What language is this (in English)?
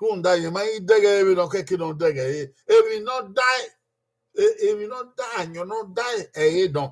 Bini